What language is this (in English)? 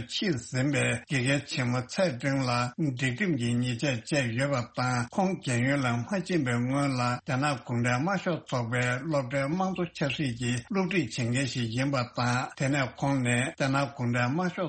Tibetan